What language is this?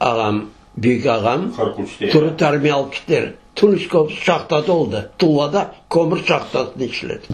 Crimean Tatar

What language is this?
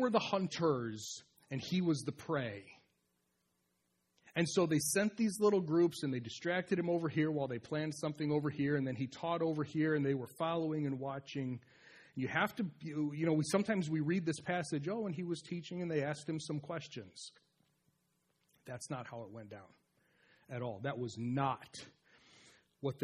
English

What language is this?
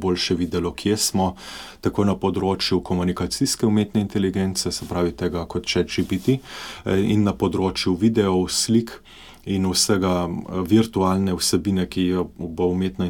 Slovenian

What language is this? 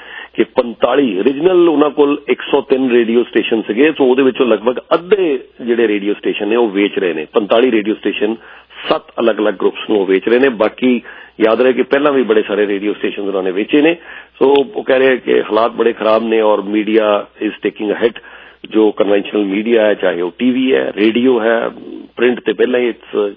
Punjabi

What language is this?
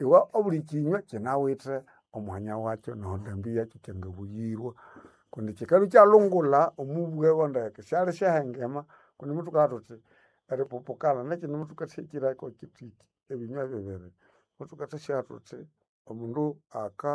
Nande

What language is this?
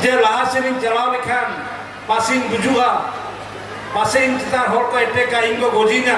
Santali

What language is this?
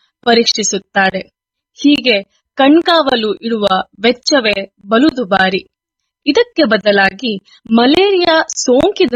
Kannada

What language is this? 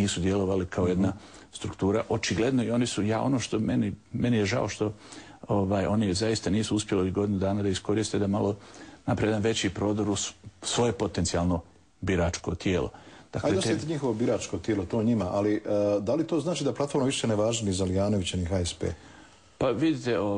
Bosnian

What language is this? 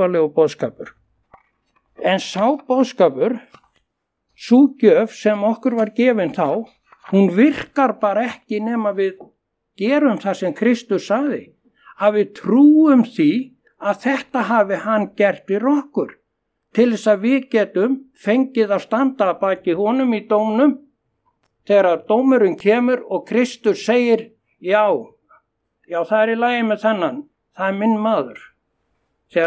Icelandic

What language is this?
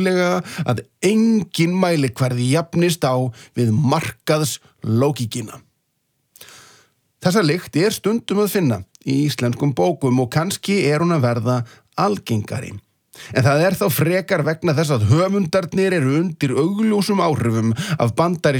Icelandic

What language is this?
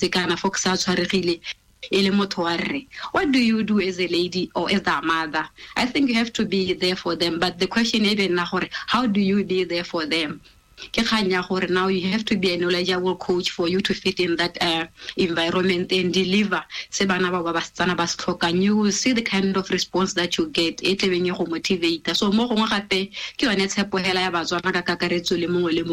Tswana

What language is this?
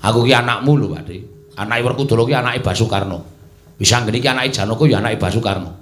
Javanese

